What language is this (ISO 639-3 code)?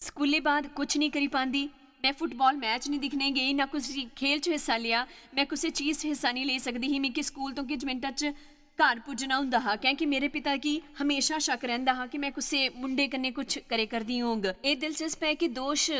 doi